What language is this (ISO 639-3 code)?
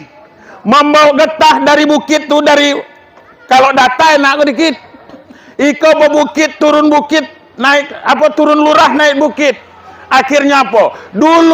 min